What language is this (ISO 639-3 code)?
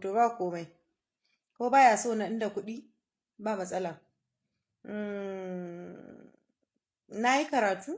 hau